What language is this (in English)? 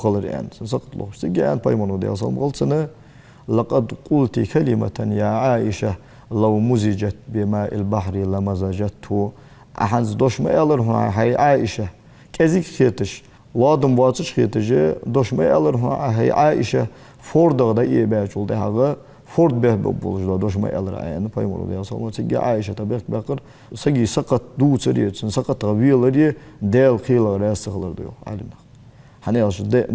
Ingush